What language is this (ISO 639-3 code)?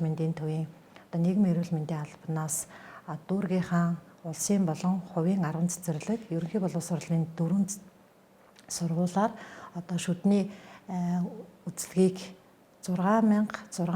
mon